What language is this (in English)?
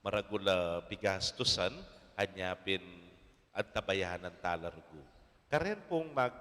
Pampanga